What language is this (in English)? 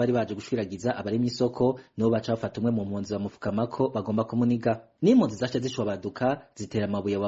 Rundi